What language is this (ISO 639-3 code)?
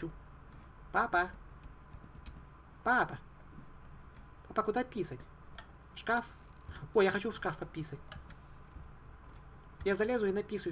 rus